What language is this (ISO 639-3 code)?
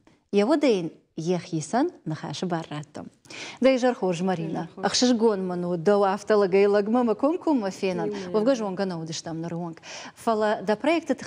oss